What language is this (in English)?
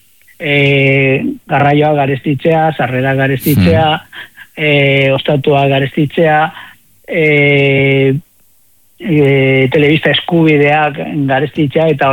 Basque